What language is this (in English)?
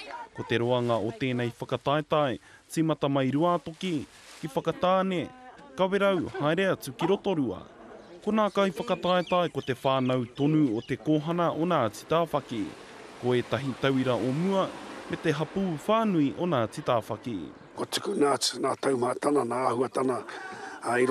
Māori